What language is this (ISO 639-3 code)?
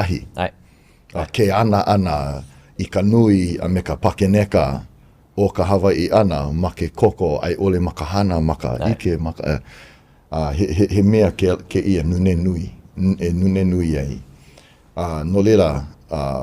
haw